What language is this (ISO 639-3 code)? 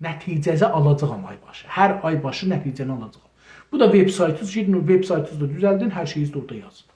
azb